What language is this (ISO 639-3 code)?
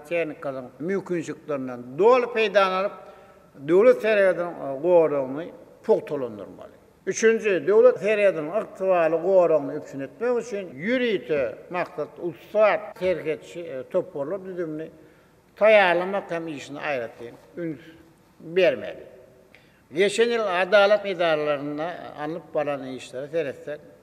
tuk